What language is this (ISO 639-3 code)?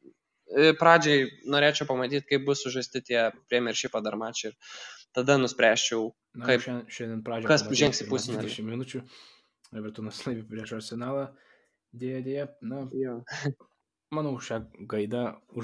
lit